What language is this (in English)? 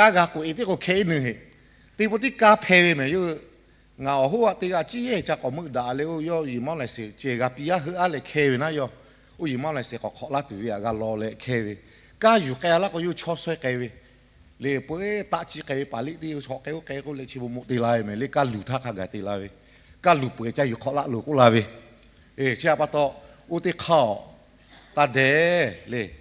Lahu